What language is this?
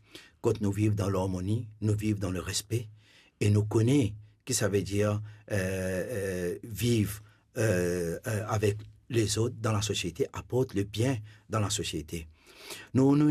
Morisyen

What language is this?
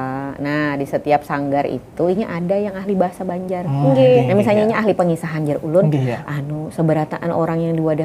Banjar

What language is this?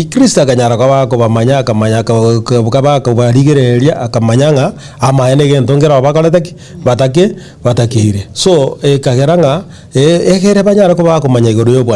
Gusii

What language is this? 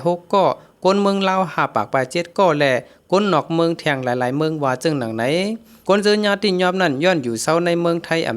Shan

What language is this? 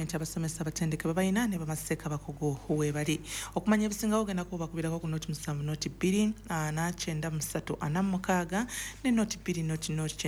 Ganda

